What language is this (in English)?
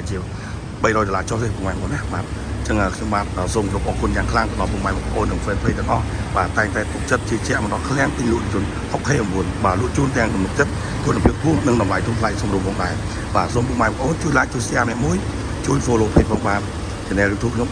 Khmer